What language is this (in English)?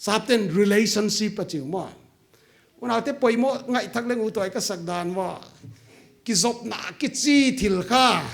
Paite Chin